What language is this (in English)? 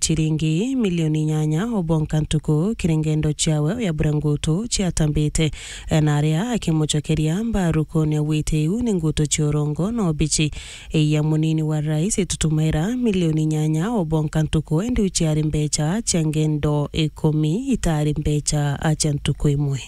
Meru